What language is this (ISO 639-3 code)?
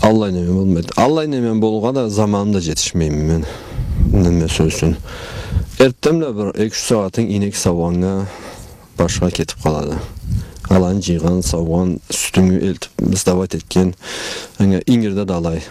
krc